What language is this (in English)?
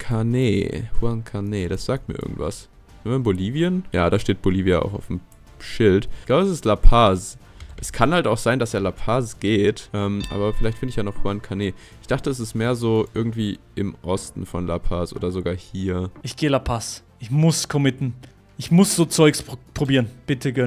Swiss German